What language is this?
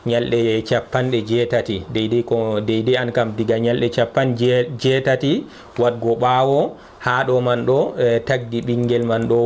Fula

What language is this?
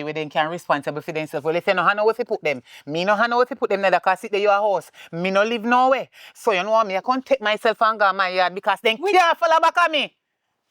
Jamaican Creole English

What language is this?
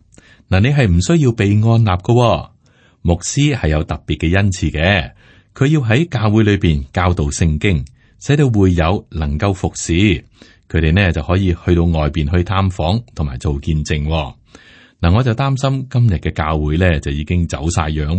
Cantonese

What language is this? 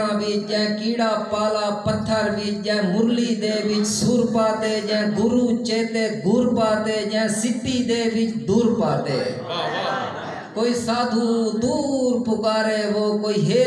Saraiki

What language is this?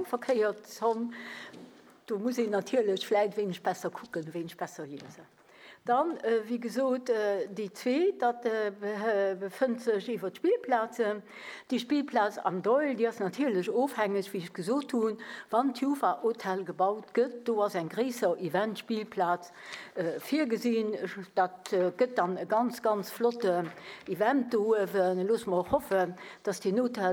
Luxembourgish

